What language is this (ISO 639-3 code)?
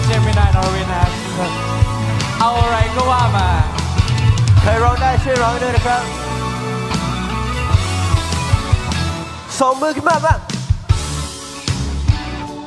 tha